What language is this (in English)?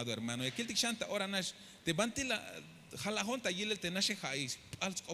Tzeltal